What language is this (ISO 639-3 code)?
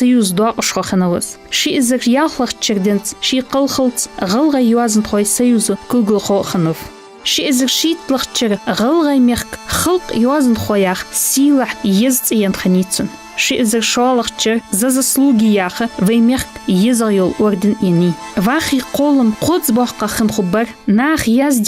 inh